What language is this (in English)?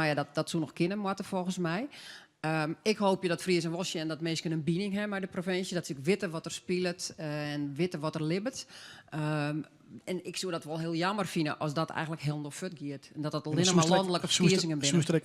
Western Frisian